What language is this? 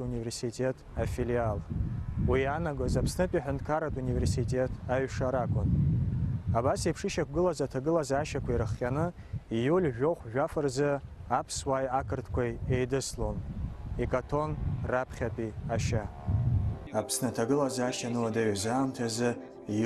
Abkhazian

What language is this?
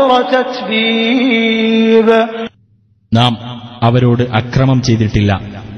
Malayalam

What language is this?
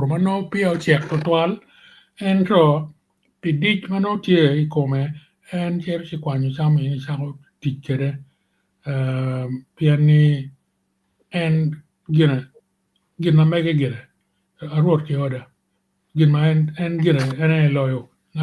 Acoli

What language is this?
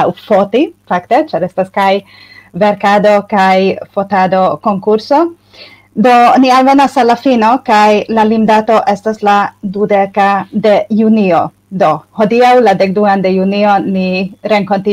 Esperanto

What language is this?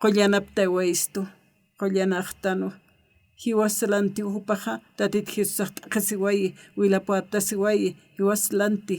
Aymara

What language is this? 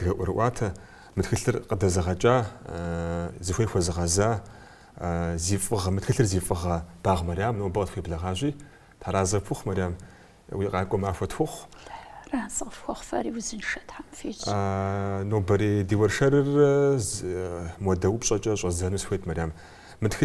Kabardian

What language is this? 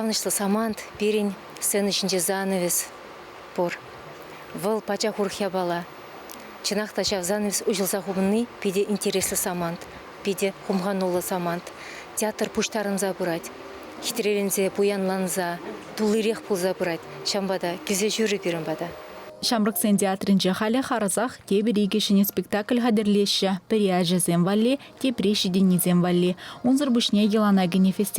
Chuvash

